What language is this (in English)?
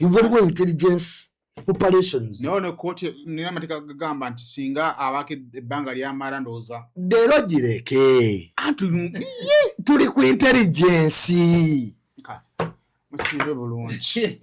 Ganda